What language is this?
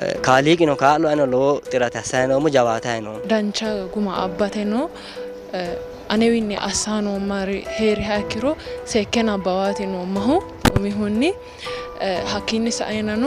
Sidamo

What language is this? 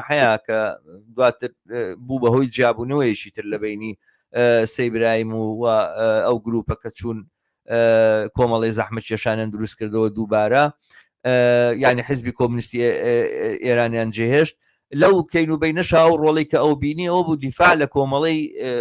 Central Kurdish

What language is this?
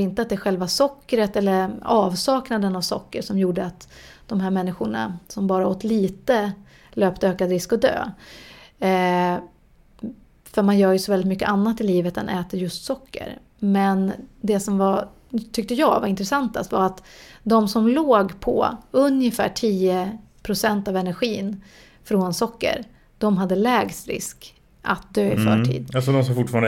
Swedish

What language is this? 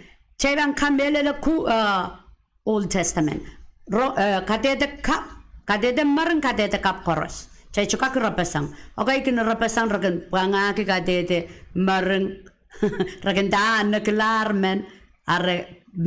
Pohnpeian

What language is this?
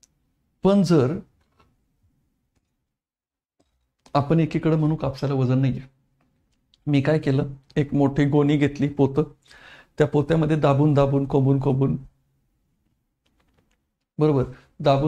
Marathi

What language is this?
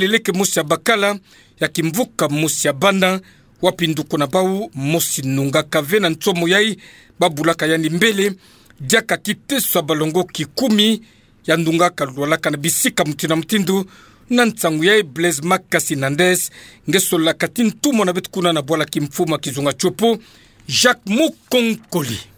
Kituba (Democratic Republic of Congo)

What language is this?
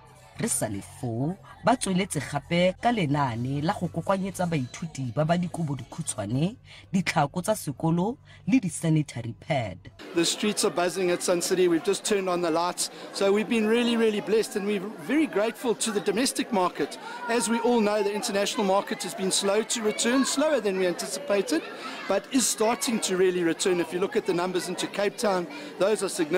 Tswana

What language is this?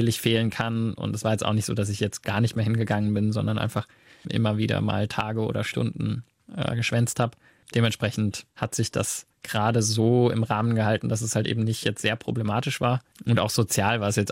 German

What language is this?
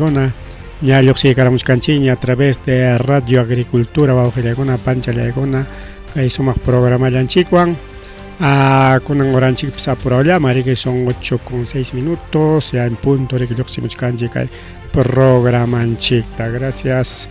Ayacucho Quechua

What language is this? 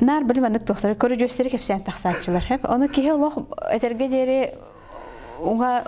Yakut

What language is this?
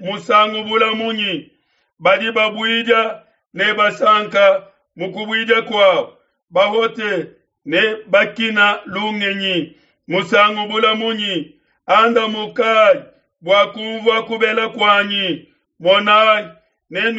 Luba-Lulua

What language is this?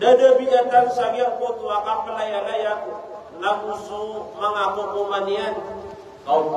Maranao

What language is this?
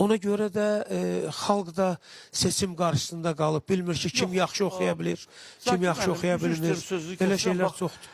Azerbaijani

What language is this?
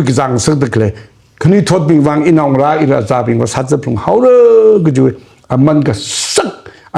Tangkhul Naga (India)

